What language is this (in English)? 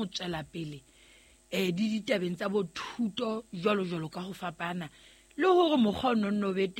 Southern Sotho